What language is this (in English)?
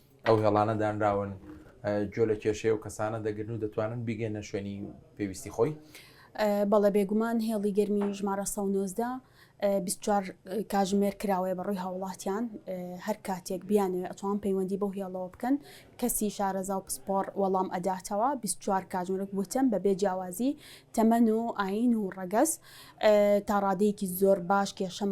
Central Kurdish